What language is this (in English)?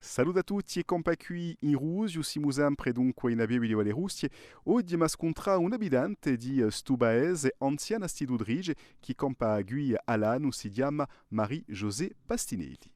Corsican